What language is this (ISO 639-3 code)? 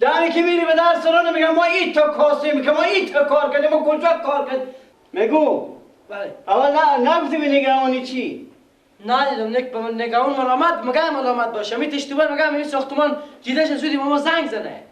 fas